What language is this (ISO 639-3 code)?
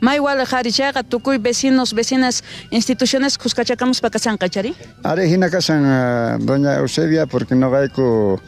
quh